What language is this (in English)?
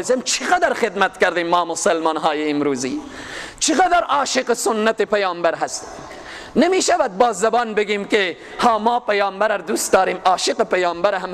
Persian